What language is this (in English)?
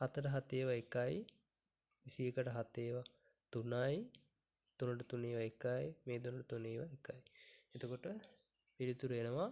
Sinhala